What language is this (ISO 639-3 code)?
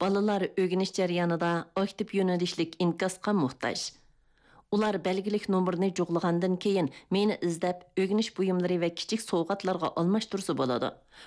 uig